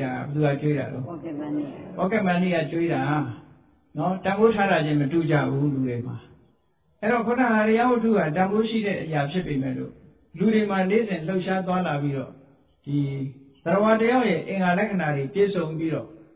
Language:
Burmese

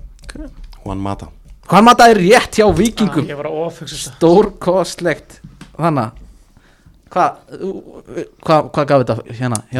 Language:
Icelandic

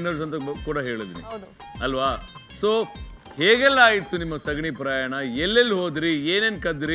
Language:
Kannada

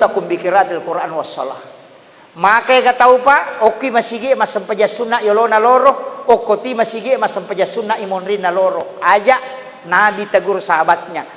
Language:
Buginese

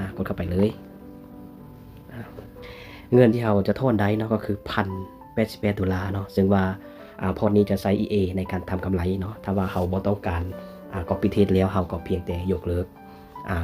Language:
Lao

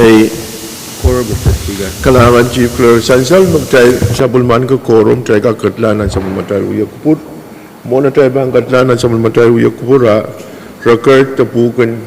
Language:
Pohnpeian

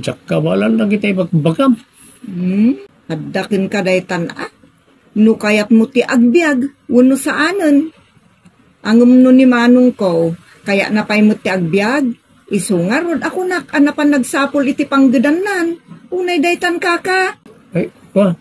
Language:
Iloko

